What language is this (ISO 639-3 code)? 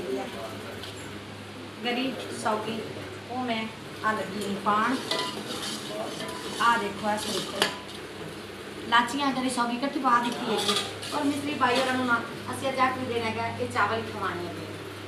pan